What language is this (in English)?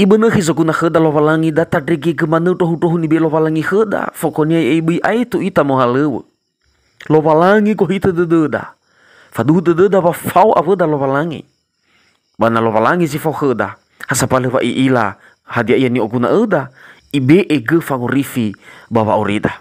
Nias